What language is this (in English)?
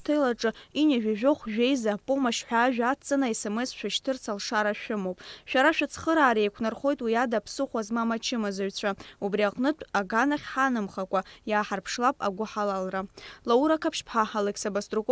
Abkhazian